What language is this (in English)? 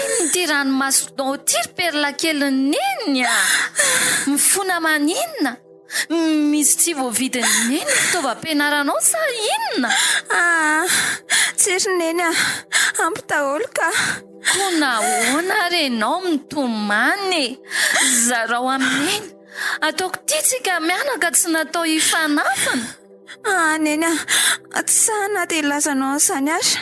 Malagasy